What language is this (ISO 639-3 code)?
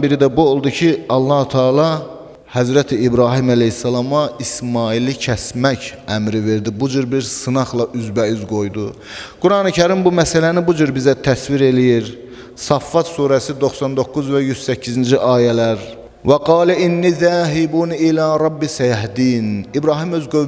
aze